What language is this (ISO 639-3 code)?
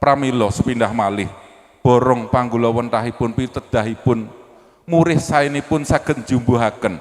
jav